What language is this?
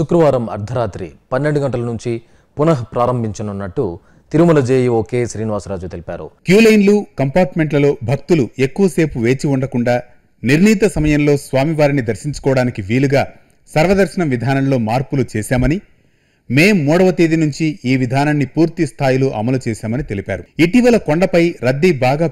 Telugu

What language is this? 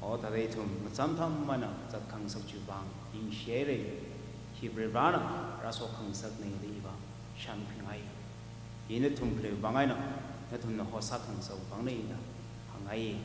Tangkhul Naga (India)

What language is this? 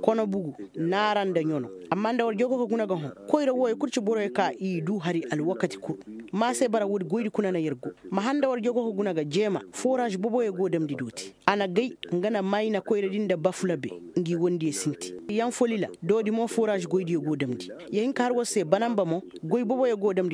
Koyraboro Senni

